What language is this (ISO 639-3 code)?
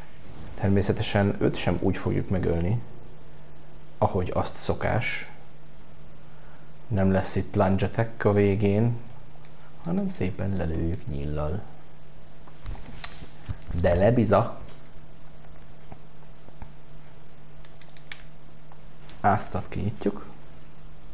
hun